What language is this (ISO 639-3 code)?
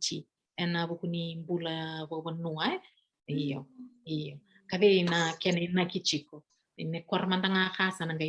fij